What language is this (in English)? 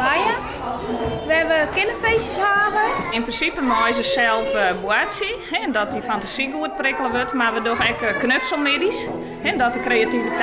Western Frisian